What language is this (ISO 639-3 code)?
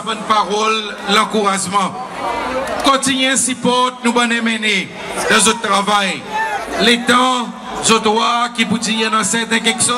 crs